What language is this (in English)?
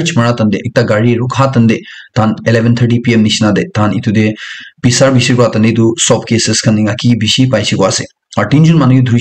Naga Pidgin